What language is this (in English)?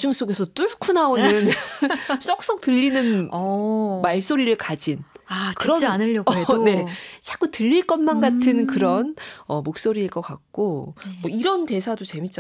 Korean